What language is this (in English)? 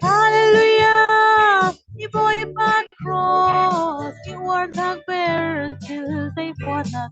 Falam Chin